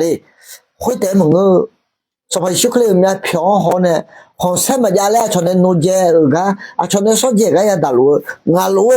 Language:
Akha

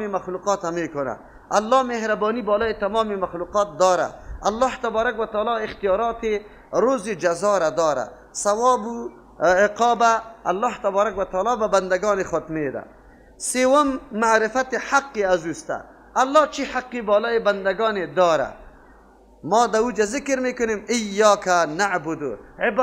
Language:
Persian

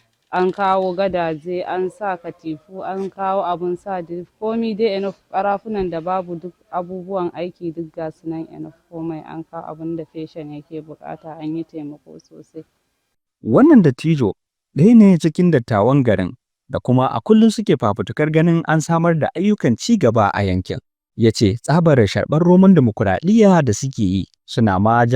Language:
Hausa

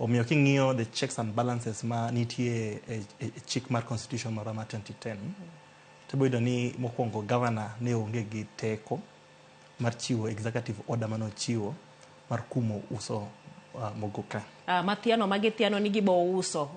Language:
Luo (Kenya and Tanzania)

